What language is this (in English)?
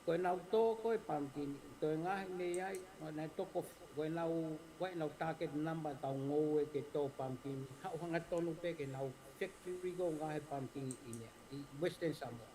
Tongan